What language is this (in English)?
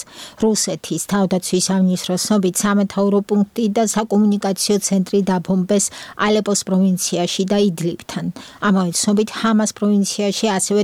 Georgian